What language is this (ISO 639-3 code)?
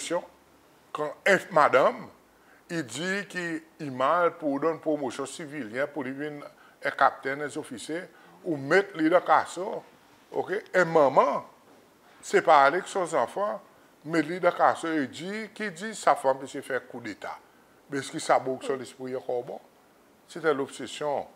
crs